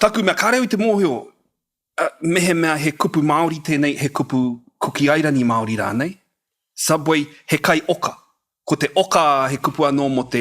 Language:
Māori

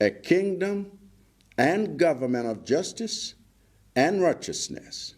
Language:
English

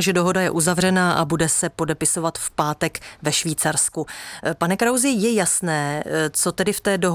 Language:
Czech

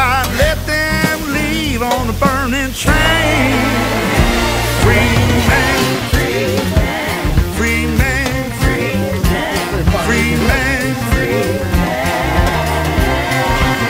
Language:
Swedish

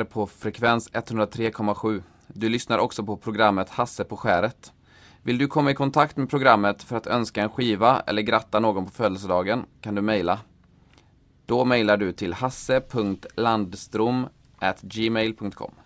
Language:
Swedish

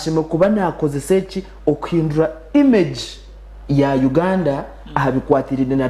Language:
Nyankole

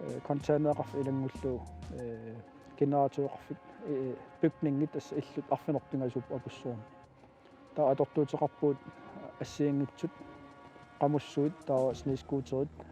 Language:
Kalaallisut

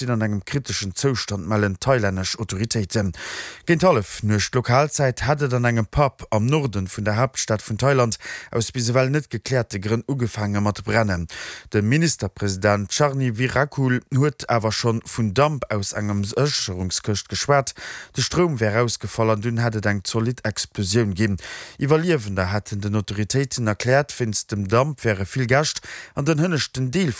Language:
Luxembourgish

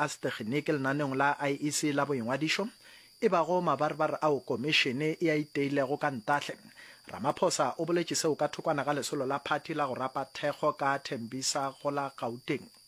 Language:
Northern Sotho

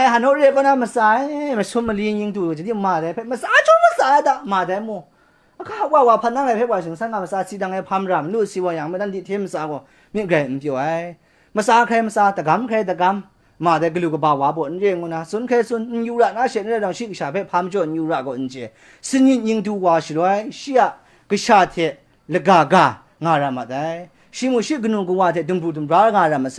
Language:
Kachin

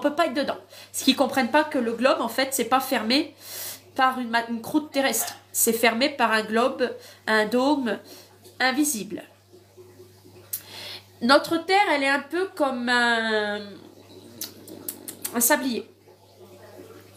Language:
French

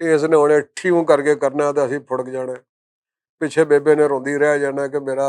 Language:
Western Panjabi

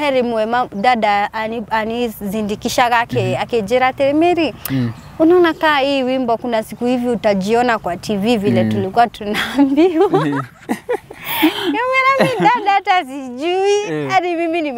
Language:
Kikuyu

